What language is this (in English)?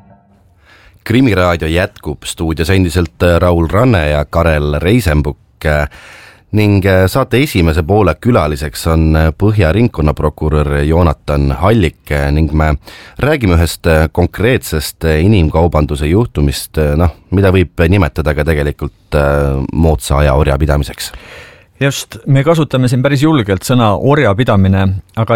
Estonian